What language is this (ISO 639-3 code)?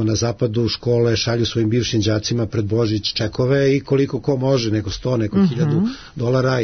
srp